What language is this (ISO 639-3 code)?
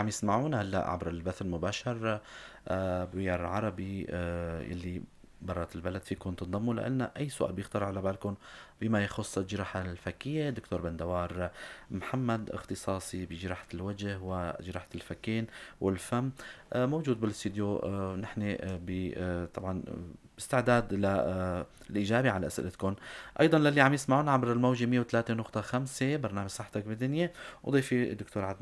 apc